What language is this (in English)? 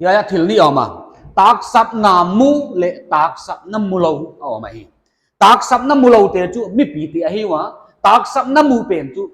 Paite Chin